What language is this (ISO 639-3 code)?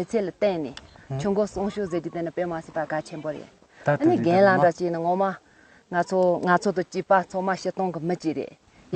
bod